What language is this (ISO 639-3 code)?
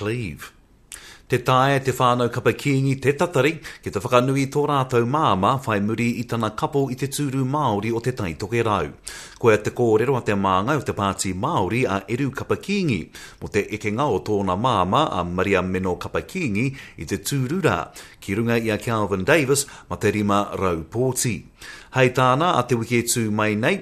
mri